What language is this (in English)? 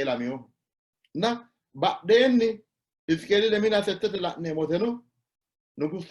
Sidamo